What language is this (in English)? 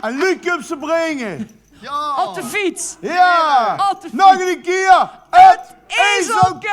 Limburgish